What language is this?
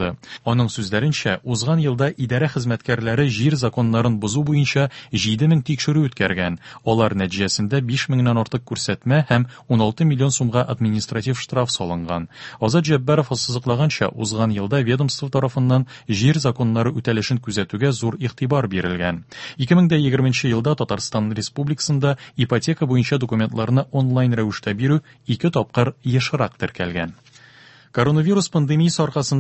Tatar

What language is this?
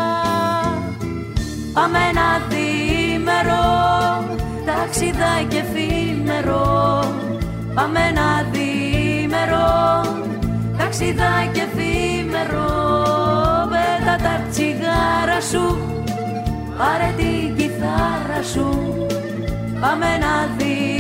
Greek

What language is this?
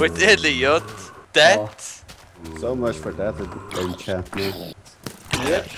Faroese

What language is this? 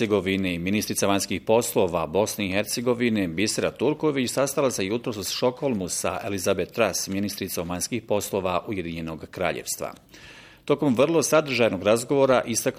Bosnian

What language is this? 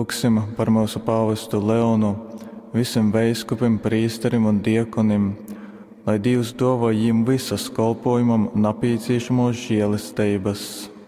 Latgalian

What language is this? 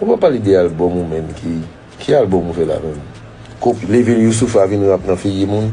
Haitian Creole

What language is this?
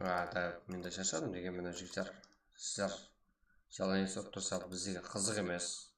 Kara-Kalpak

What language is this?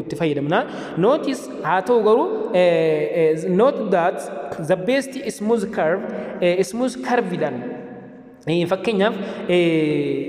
Oromo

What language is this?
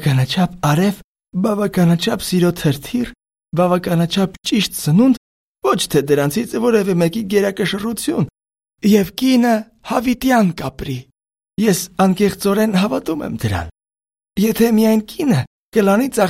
Armenian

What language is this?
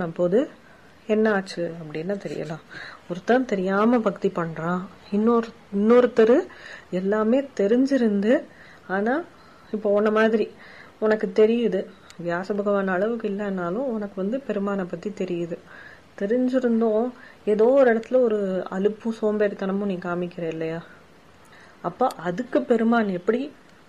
Tamil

